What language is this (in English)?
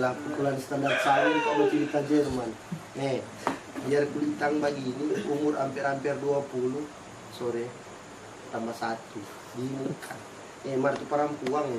Manado Malay